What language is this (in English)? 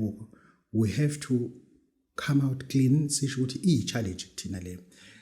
Zulu